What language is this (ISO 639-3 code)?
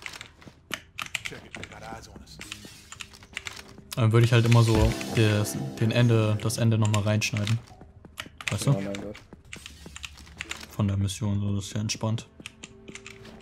deu